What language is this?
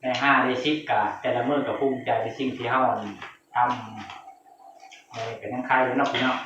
Northeastern Thai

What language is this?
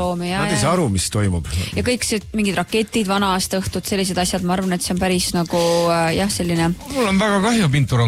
Estonian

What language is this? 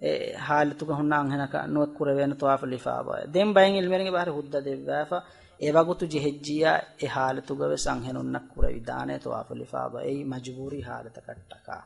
Divehi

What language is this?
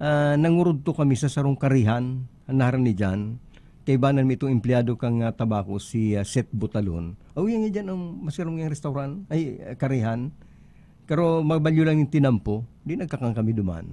Bikol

